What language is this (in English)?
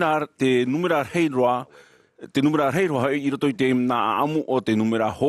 Tahitian